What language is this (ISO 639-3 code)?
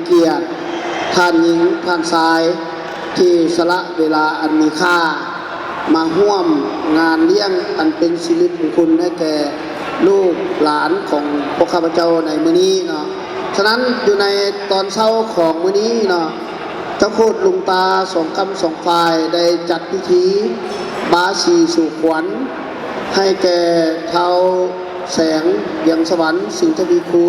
lao